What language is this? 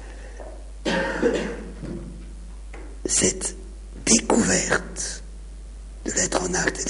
French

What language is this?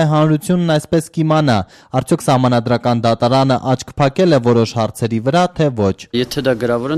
Armenian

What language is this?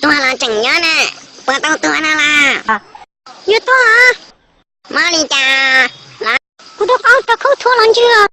Hmong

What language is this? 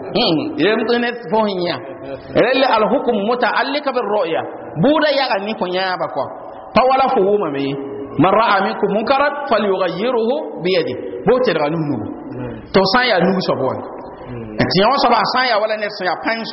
Mossi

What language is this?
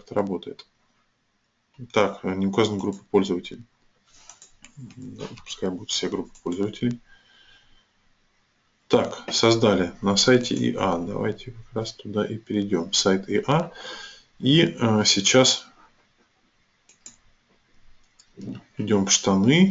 Russian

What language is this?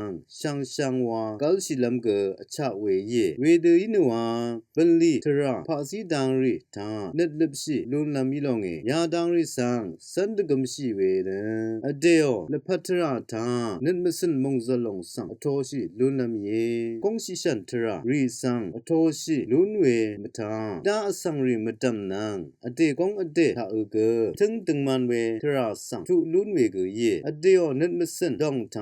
Rawang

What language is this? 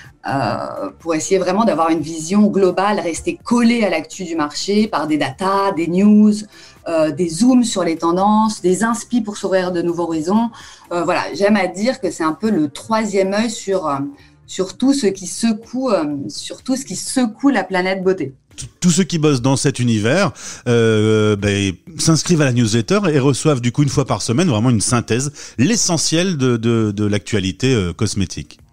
French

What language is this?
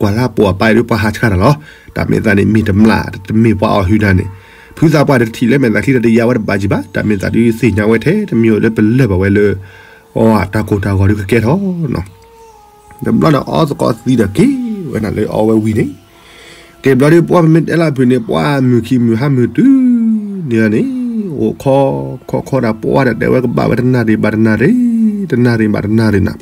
S'gaw Karen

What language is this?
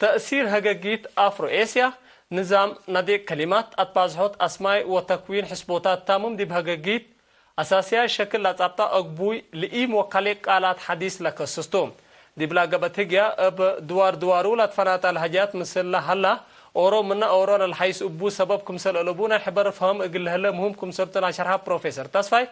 Tigre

